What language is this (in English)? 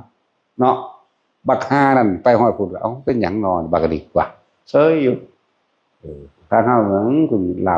Northeastern Thai